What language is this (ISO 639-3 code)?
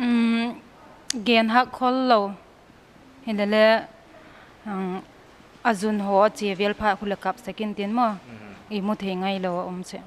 pck